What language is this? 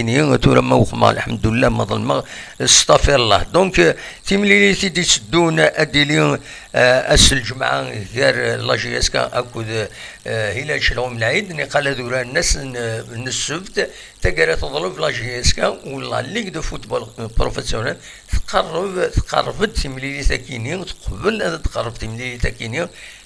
Kabyle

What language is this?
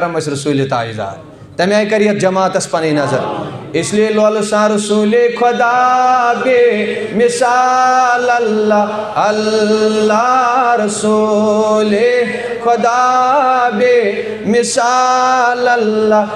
Kashmiri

